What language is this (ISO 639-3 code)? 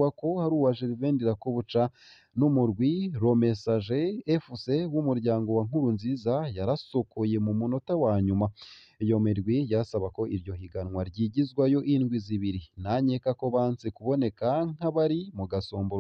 run